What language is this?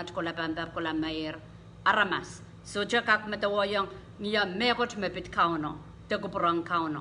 Pohnpeian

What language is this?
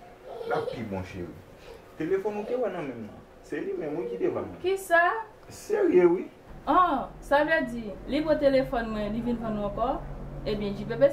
Haitian Creole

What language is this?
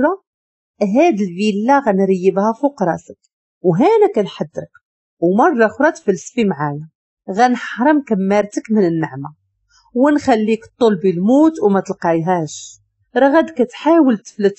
Moroccan Arabic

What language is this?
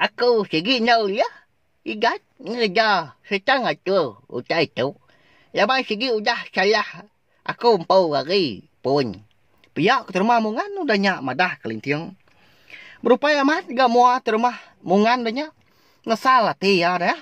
Iban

